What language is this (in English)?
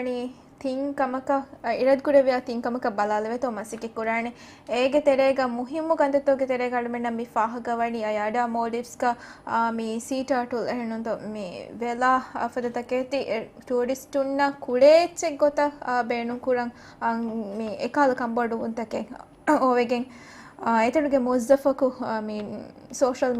Divehi